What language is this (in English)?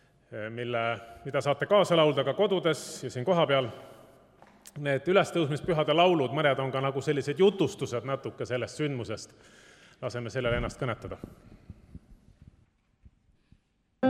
Estonian